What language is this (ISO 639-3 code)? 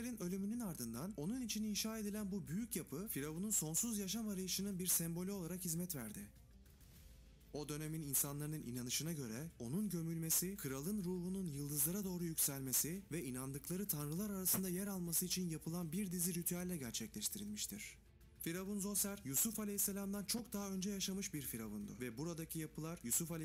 tur